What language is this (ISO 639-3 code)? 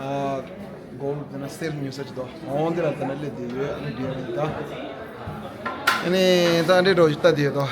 bod